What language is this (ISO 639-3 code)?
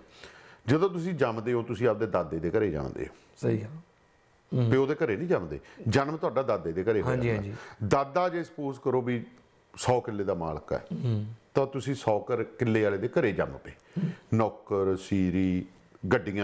pan